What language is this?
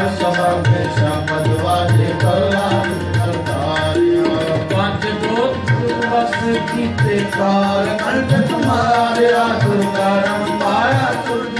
Punjabi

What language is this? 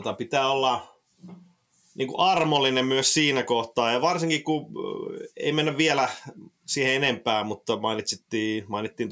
Finnish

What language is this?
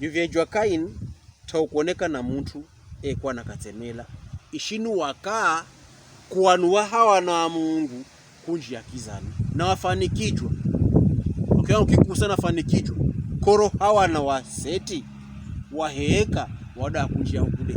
Pokomo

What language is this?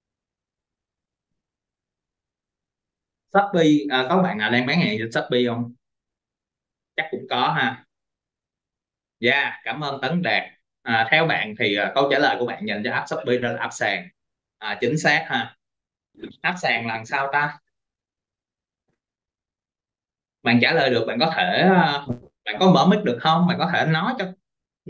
Vietnamese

